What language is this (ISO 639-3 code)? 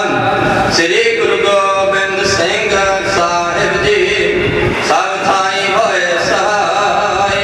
pan